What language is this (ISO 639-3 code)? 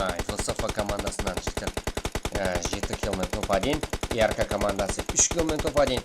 kaa